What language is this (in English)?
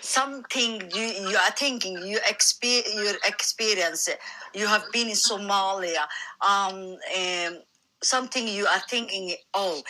English